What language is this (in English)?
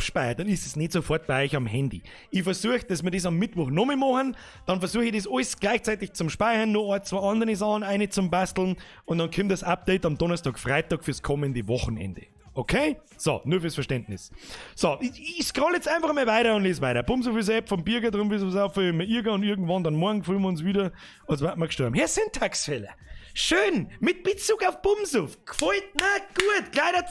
Bavarian